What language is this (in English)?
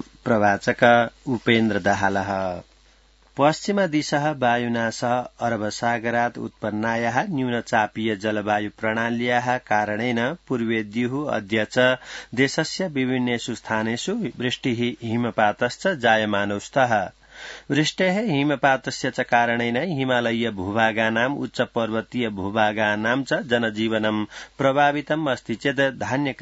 Sanskrit